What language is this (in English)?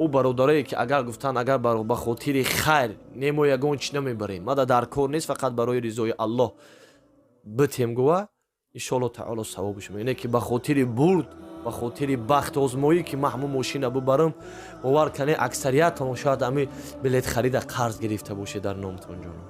Tajik